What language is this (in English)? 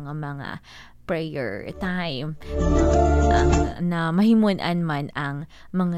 Hiligaynon